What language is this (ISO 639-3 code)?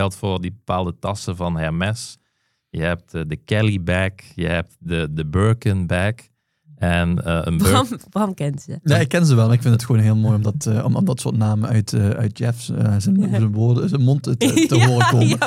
nld